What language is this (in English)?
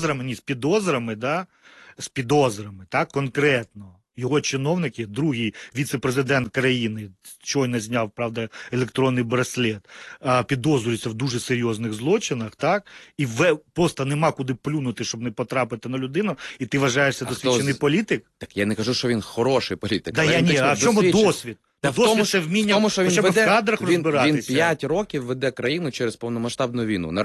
Ukrainian